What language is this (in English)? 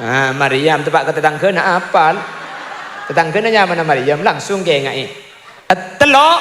Madurese